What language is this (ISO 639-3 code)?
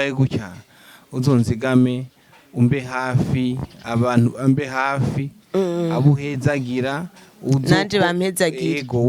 run